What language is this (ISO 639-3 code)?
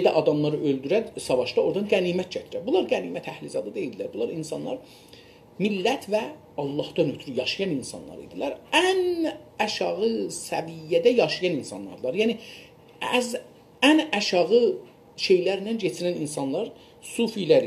azb